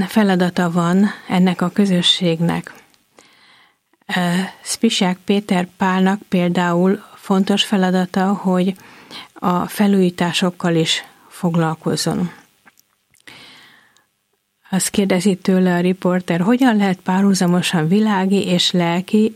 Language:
Hungarian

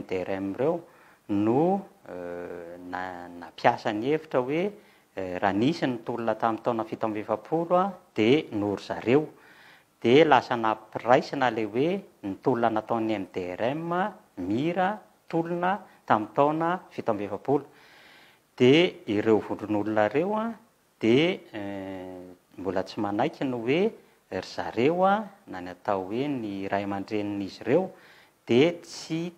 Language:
Malagasy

